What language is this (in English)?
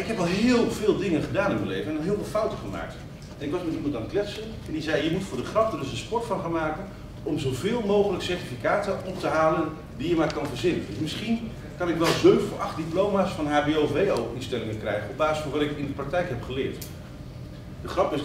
Dutch